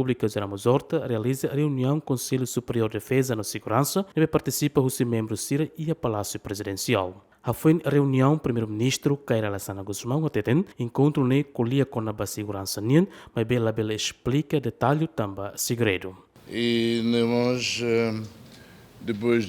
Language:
Tetum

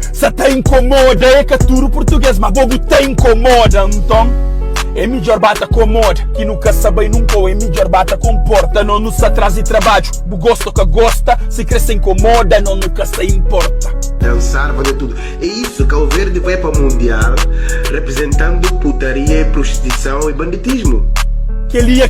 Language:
Kabuverdianu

